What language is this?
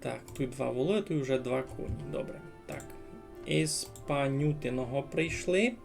Rusyn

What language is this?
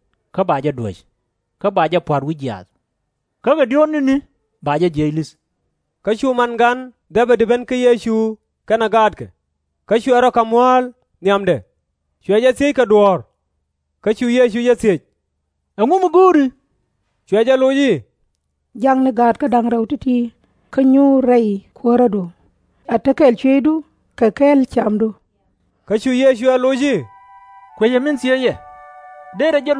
Nuer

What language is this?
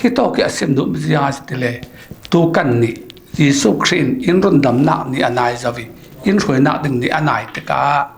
Falam Chin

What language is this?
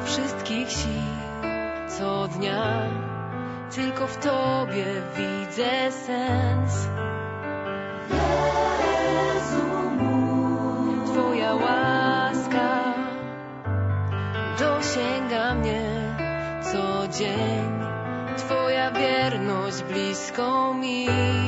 Polish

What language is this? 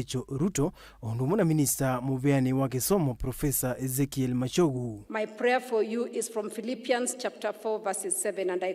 Kamba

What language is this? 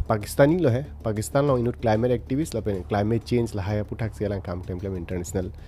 Karbi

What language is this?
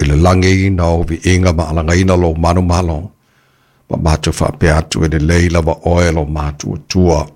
Samoan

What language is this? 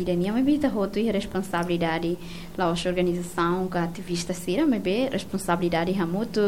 Tetum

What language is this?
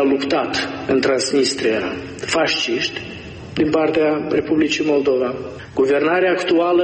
Romanian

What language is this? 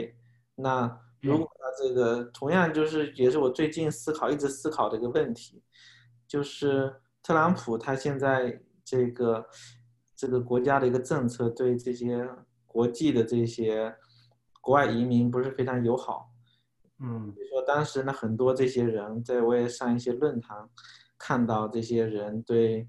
Chinese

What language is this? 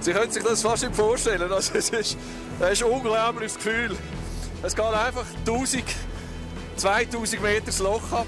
Swiss German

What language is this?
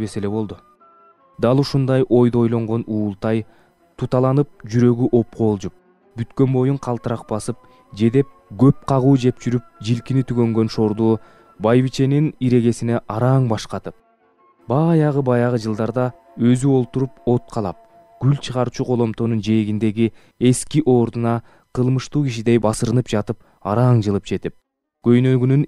Kyrgyz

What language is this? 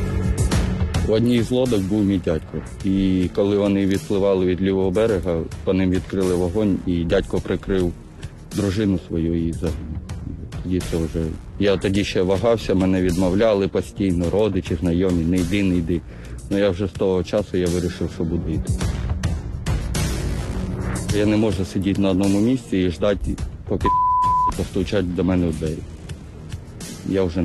Ukrainian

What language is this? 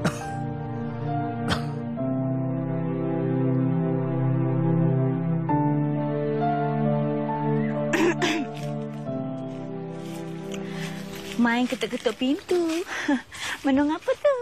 Malay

